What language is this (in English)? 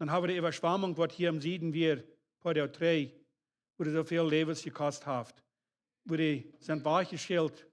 Plautdietsch